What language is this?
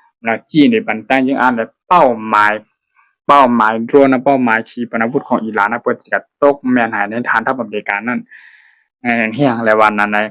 Shan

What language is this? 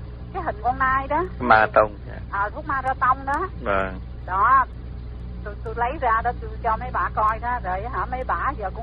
Vietnamese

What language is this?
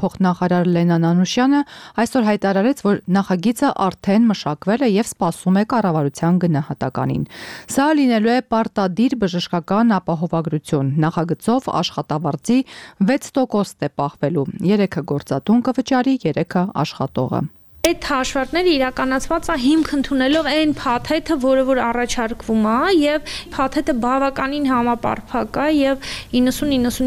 Armenian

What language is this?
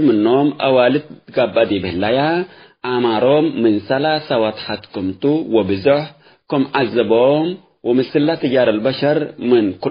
Tigre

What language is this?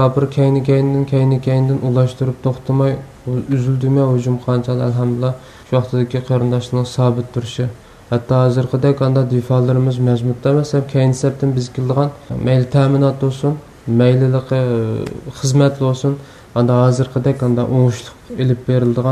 Uyghur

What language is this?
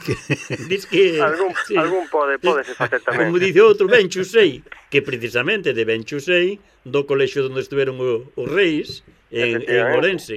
Galician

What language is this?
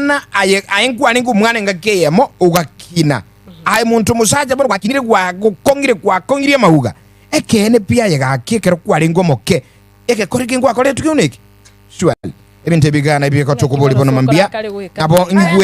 Gusii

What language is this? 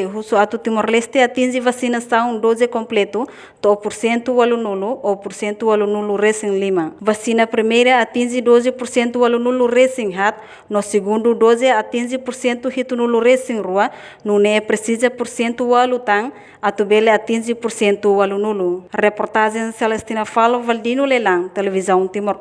Tetum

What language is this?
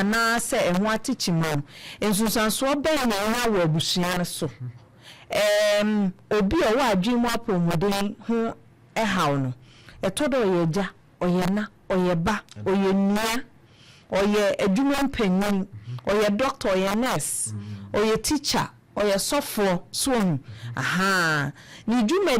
Akan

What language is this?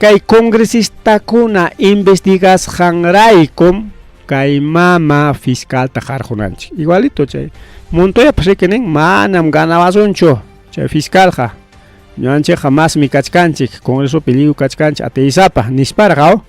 Ayacucho Quechua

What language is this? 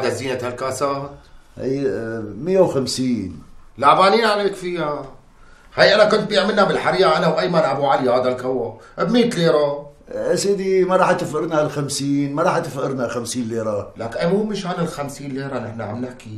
North Levantine Arabic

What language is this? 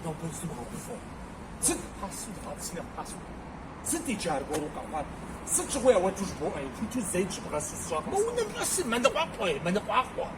Kabardian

